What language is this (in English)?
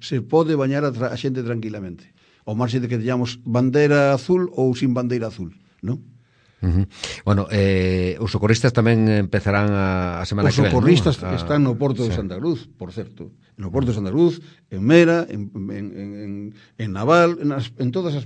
Galician